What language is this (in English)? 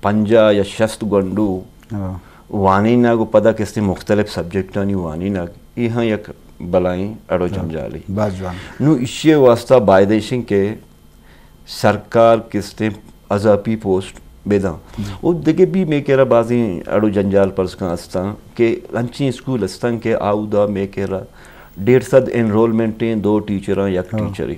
Eastern Balochi